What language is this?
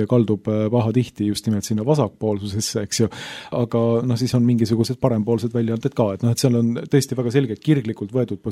Estonian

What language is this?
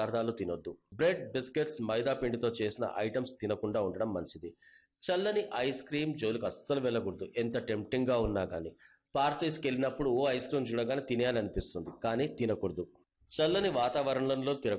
Telugu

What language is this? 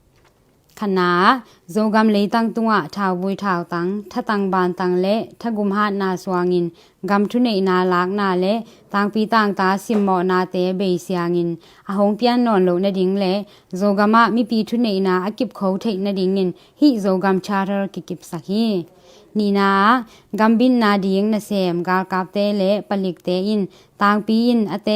Tedim Chin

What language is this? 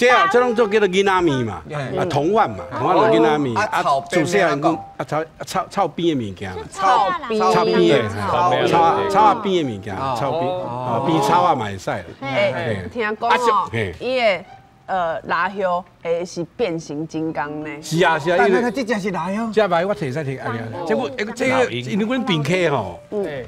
Min Nan Chinese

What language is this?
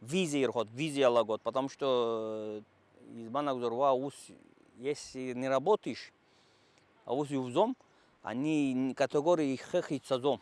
Abkhazian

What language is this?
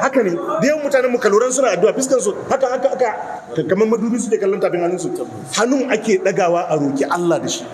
Hausa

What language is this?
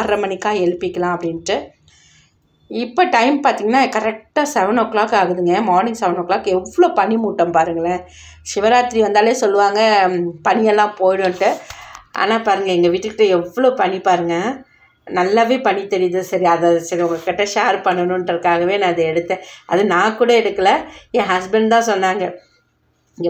Tamil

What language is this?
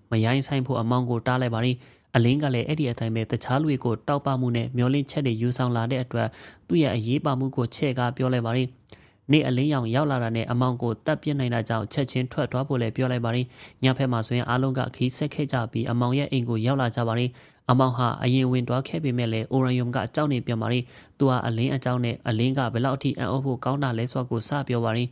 Burmese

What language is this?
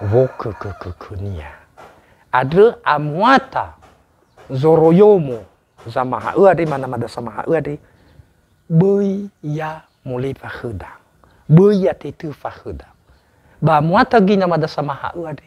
Nias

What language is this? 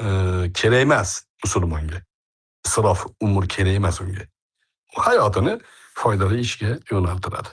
Uzbek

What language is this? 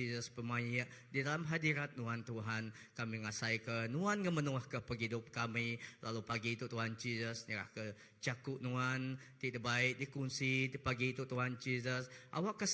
Iban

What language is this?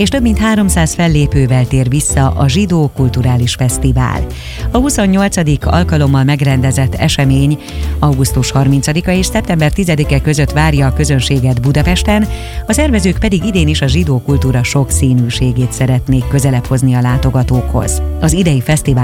Hungarian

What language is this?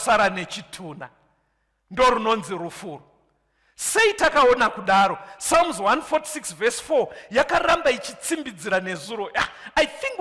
Shona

